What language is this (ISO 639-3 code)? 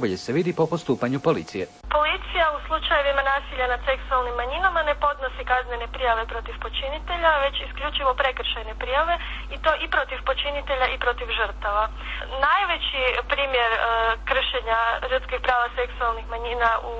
hrv